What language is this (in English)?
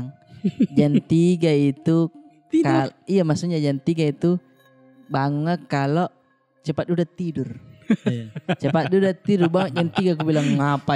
Makassar Malay